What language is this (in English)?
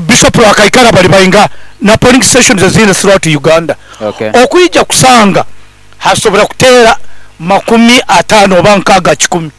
Nyankole